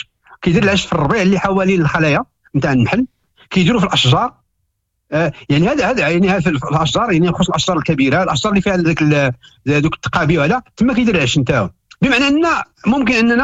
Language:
Moroccan Arabic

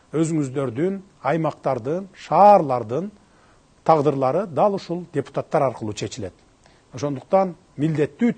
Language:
Kyrgyz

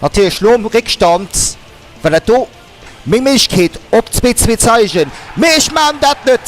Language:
Luxembourgish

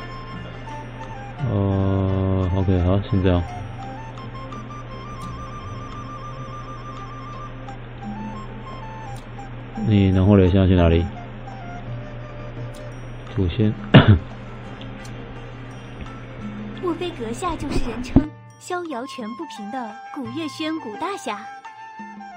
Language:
Chinese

